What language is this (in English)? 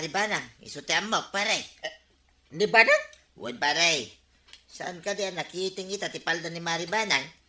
Iloko